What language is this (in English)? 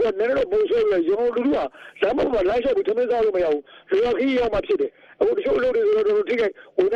Burmese